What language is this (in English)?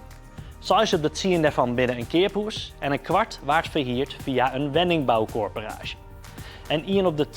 Western Frisian